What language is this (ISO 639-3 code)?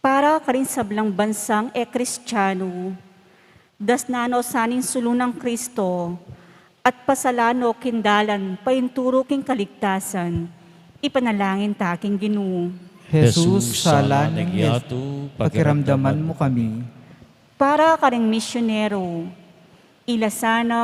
pam